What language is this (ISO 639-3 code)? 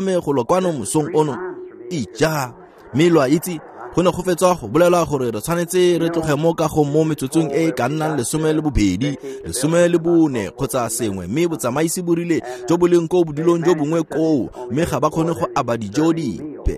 tsn